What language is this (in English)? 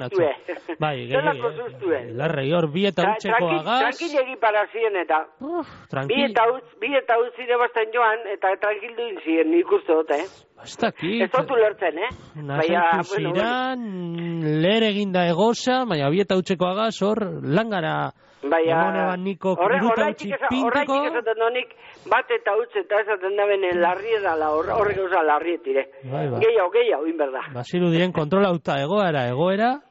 Basque